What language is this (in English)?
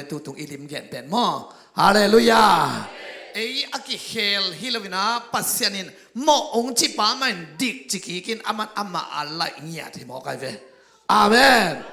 Tedim Chin